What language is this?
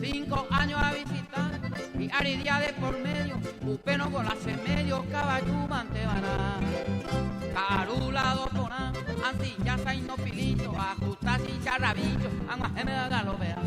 Guarani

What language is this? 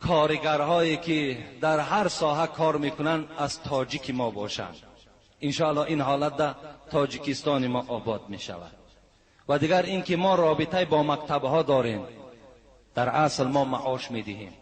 Tajik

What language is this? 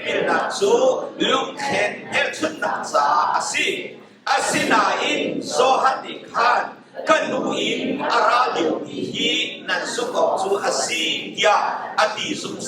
Hakha Chin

